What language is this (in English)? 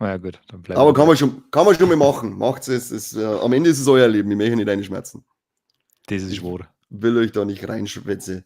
Bavarian